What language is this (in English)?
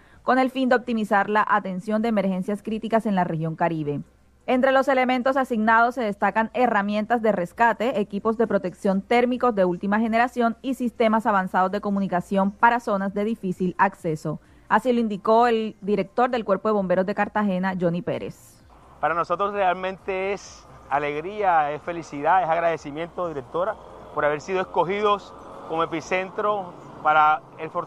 Spanish